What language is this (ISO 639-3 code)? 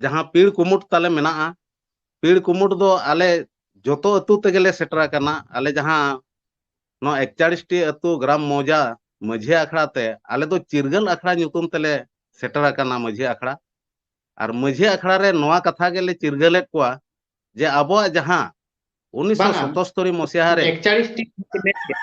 sat